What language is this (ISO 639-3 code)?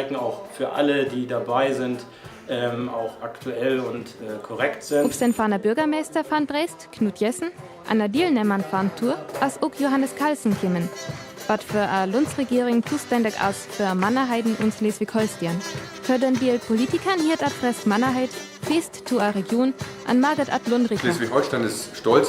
frr